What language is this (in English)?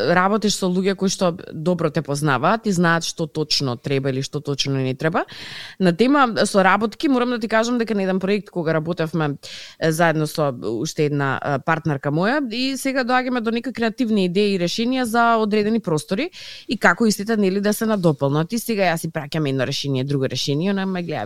Macedonian